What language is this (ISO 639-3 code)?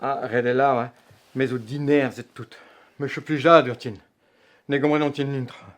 bre